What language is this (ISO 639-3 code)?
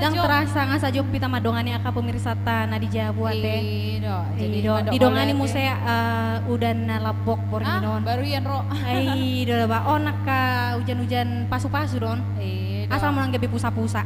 bbc